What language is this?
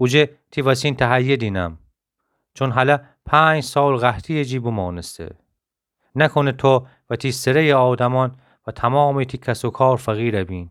Gilaki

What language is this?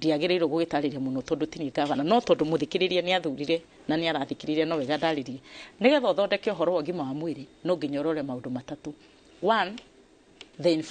Kikuyu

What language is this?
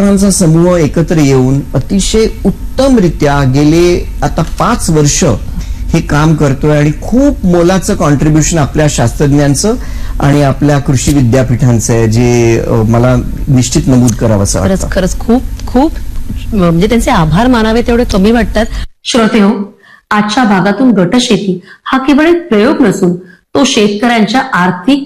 Marathi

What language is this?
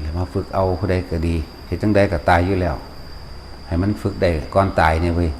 Northeastern Thai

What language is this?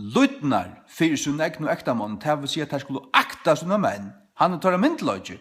Faroese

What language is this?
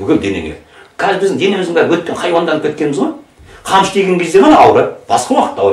Kazakh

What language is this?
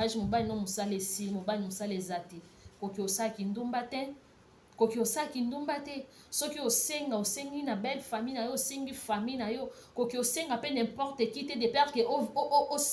Lingala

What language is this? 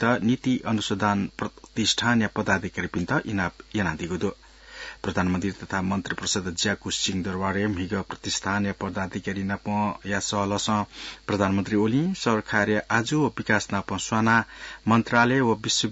Newari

